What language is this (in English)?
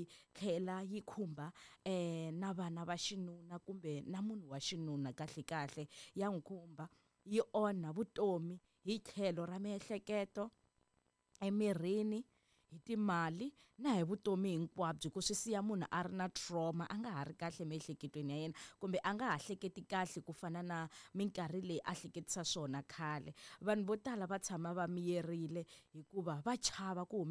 Tsonga